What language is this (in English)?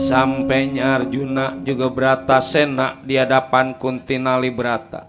Betawi